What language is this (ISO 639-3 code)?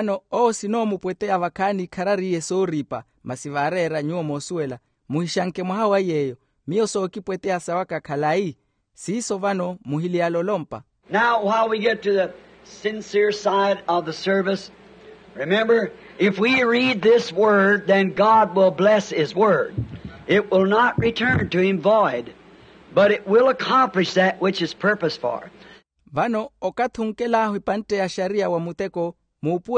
vmw